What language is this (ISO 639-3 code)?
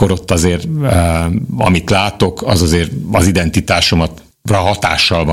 hun